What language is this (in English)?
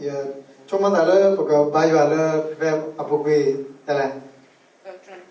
S'gaw Karen